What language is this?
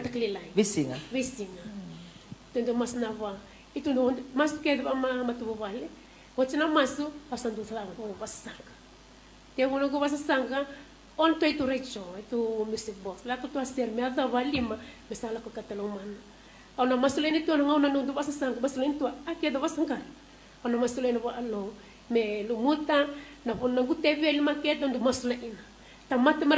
Fijian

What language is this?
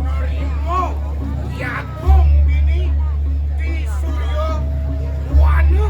Balinese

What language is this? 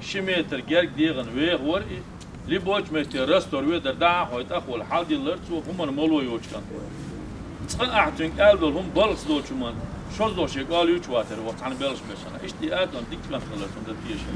Chechen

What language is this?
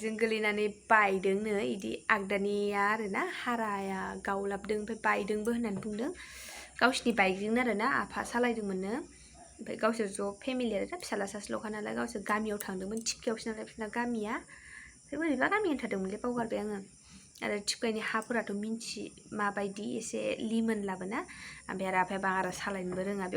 Bodo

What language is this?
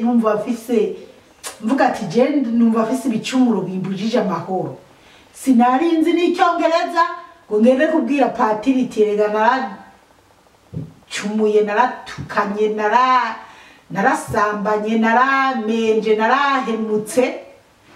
Rundi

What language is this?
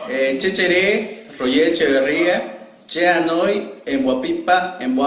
Eastern Bolivian Guaraní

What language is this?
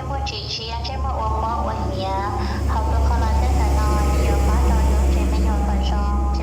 Hmong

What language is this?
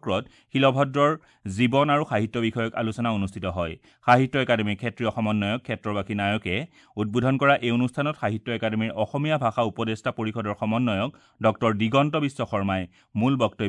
Assamese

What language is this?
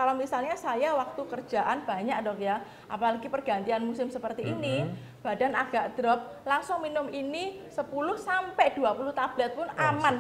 Indonesian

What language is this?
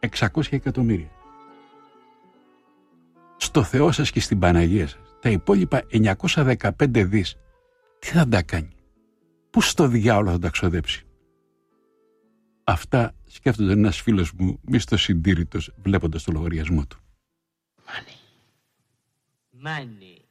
Greek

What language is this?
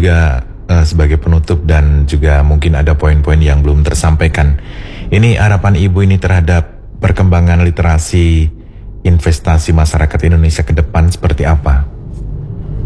Indonesian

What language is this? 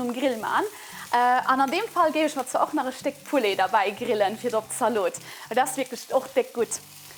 Luxembourgish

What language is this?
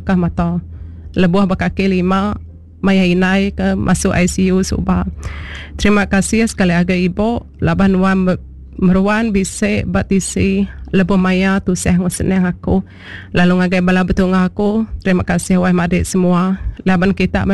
Iban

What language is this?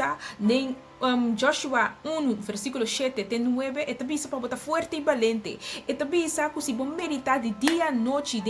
Papiamento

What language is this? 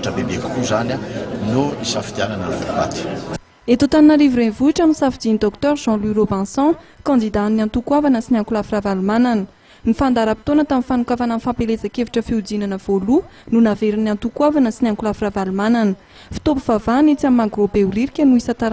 Malagasy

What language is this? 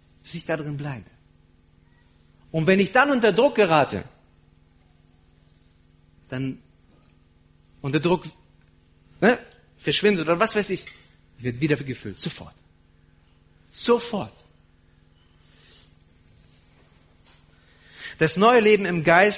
German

